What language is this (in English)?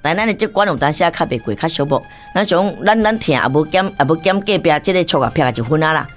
Min Nan Chinese